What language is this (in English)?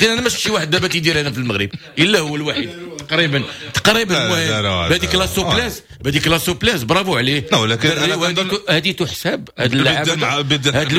Moroccan Arabic